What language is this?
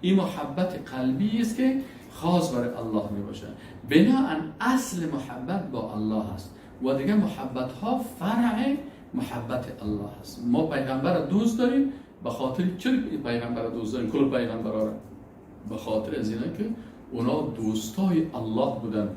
Persian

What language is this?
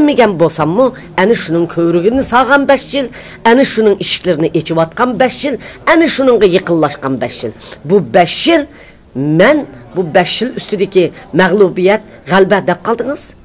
Uyghur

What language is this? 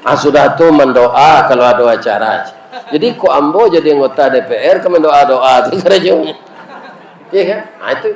Minangkabau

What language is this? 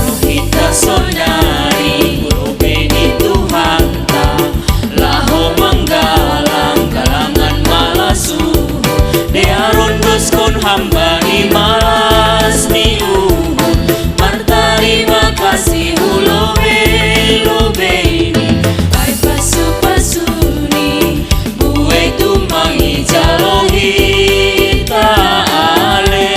Batak Simalungun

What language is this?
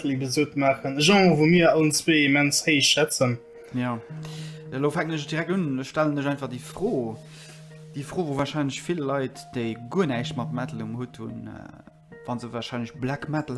Luxembourgish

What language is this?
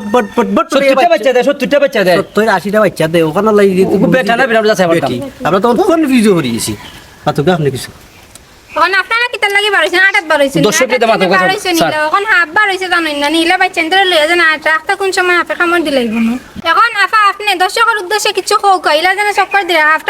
Sylheti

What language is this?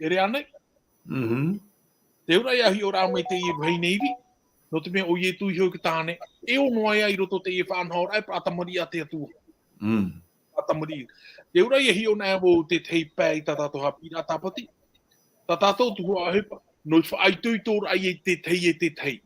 Tahitian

